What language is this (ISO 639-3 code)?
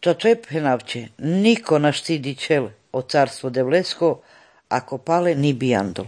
slv